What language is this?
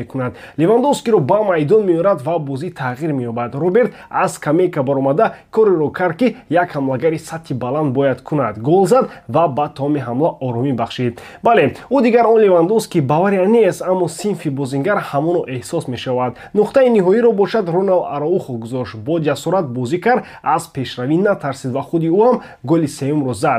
Tajik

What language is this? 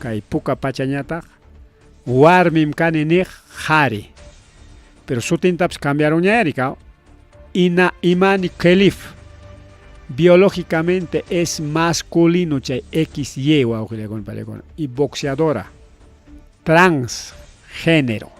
Ayacucho Quechua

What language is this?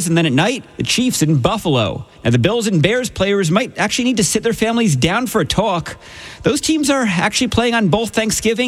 English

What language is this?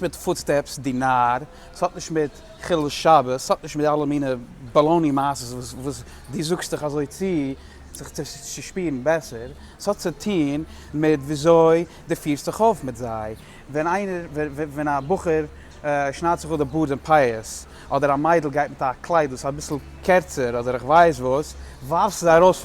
Yiddish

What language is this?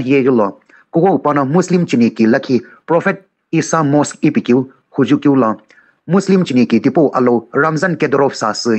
Sumi Naga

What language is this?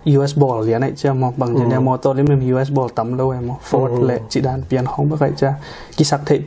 Tedim Chin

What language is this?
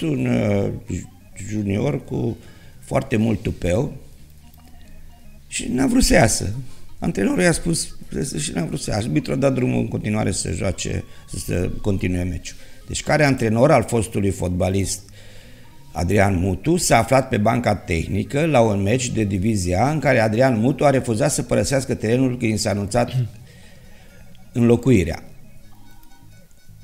Romanian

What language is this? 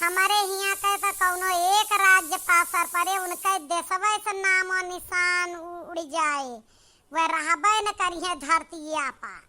Awadhi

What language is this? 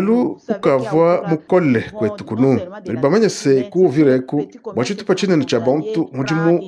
Luba-Lulua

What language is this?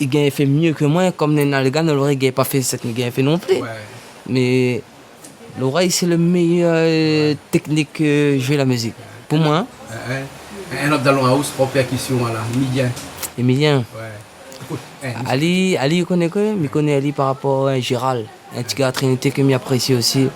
Réunion Creole French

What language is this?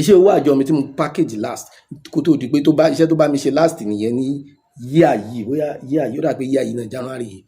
Yoruba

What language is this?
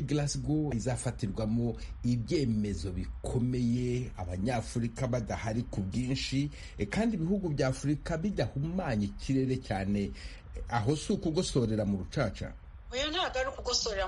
Kinyarwanda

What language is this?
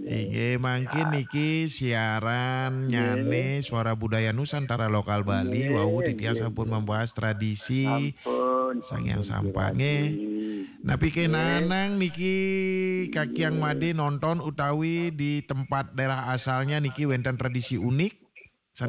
Balinese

